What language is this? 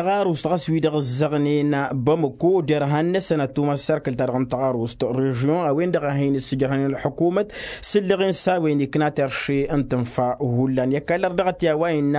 Tamasheq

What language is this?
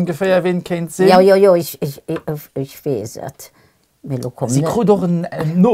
Luxembourgish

